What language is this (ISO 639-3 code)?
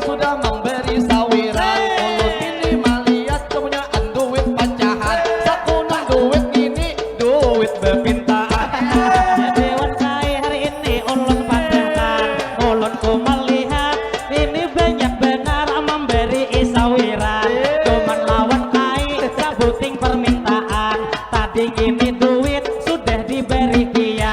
bjn